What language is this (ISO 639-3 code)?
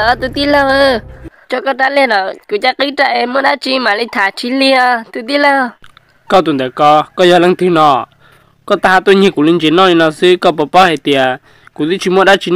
hmn